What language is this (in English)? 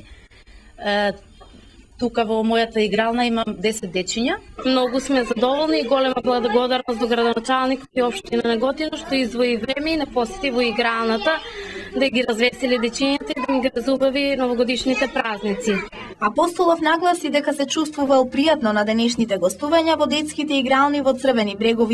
Macedonian